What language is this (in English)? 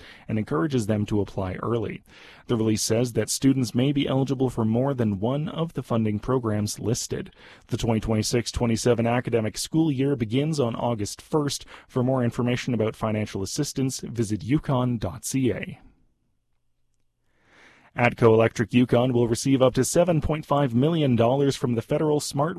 English